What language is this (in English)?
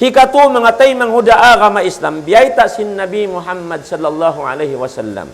Tausug